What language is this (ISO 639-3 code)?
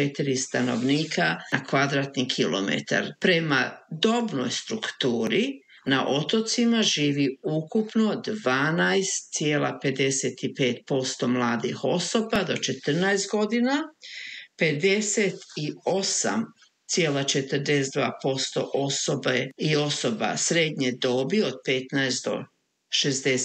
hrv